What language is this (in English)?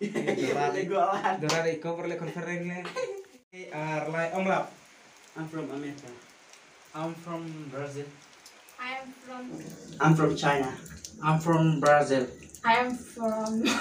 Khasi